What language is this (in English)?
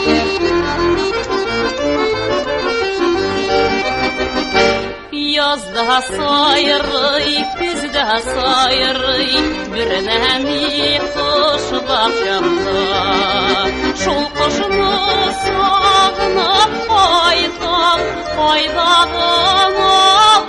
Tatar